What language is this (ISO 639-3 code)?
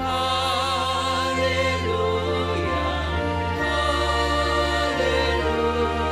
bts